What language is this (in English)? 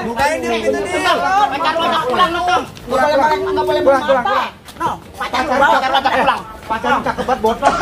Betawi